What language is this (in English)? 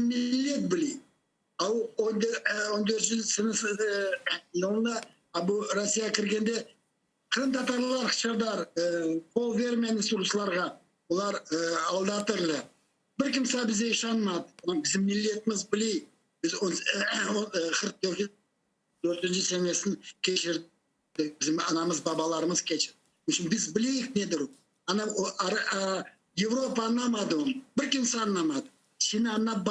Crimean Tatar